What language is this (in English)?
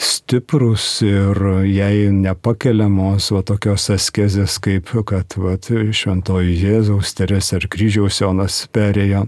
Lithuanian